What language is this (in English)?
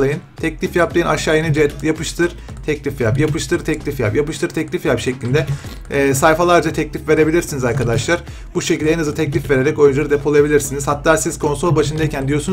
Turkish